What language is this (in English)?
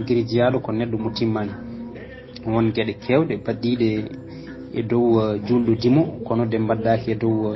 Fula